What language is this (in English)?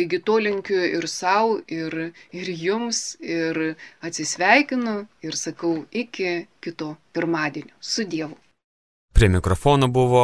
Lithuanian